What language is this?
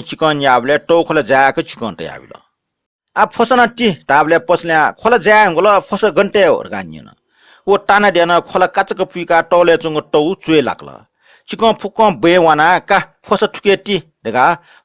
Newari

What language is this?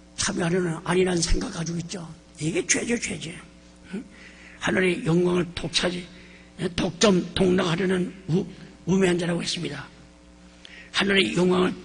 Korean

